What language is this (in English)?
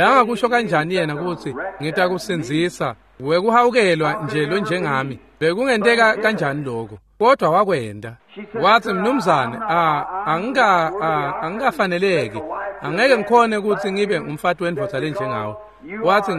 Swati